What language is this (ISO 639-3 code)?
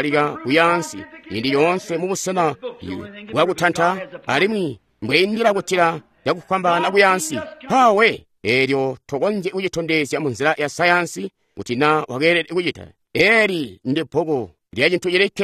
toi